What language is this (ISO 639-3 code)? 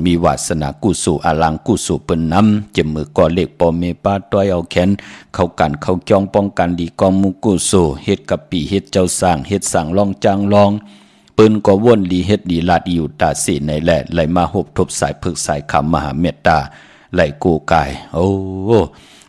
shn